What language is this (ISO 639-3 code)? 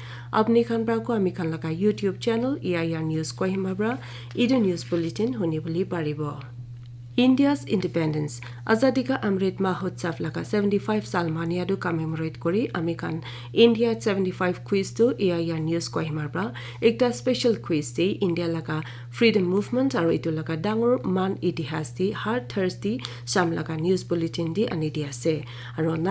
nag